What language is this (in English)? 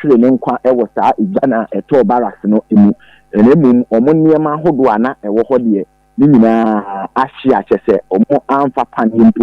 Akan